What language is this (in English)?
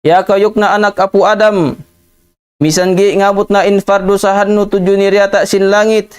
Tausug